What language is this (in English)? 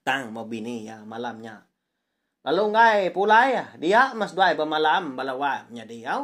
Iban